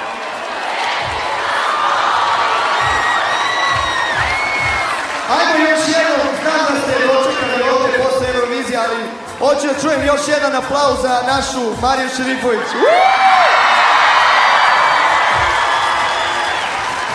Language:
Serbian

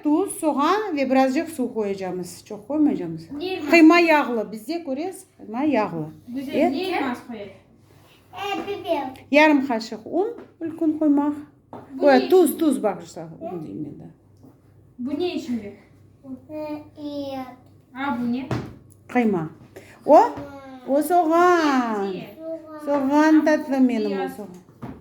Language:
Crimean Tatar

